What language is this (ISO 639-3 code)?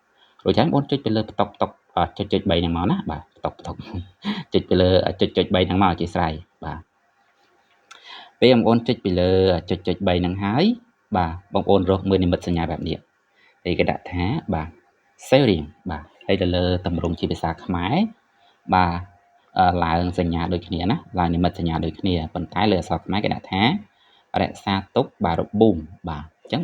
khm